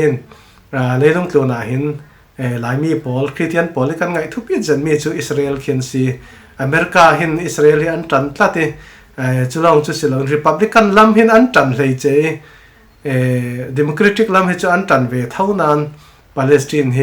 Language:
Falam Chin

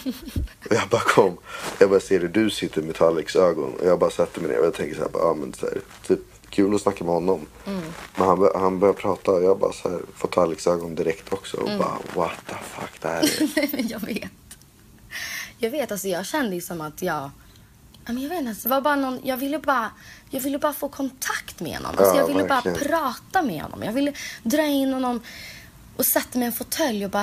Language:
Swedish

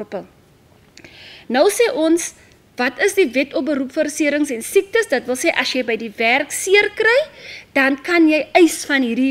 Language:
Afrikaans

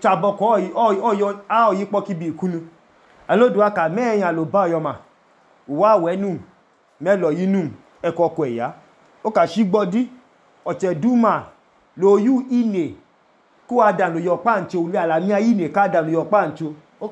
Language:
Idoma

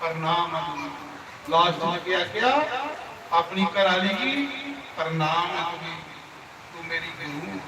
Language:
Dogri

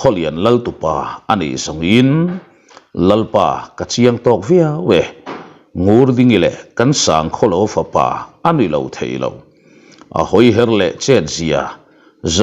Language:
Mizo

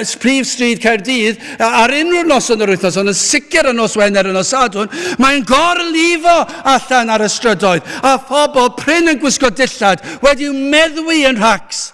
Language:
Welsh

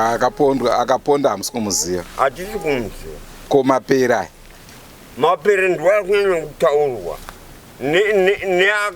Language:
Shona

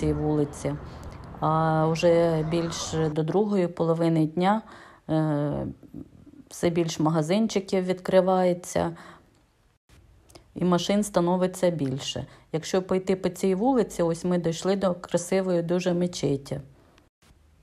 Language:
Ukrainian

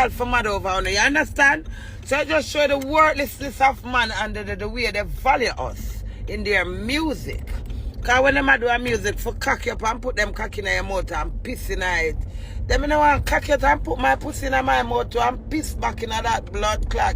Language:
Jamaican Creole English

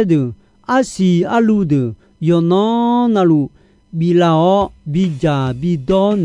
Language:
Akha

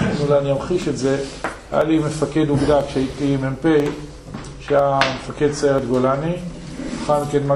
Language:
Hebrew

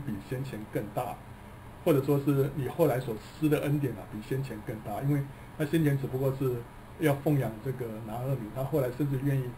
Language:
Chinese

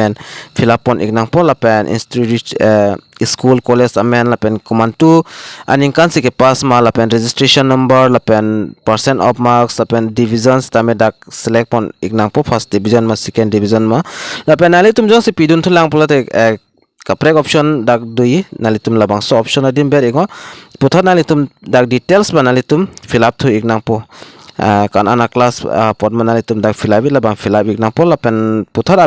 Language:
Karbi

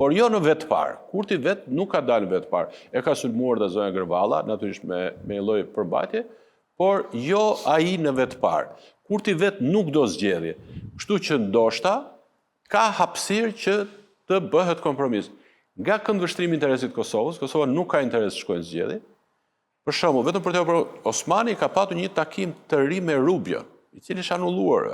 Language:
Albanian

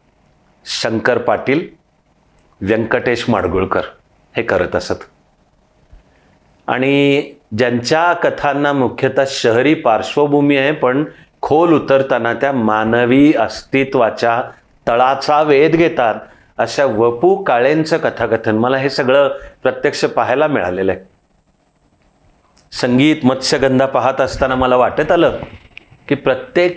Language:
Marathi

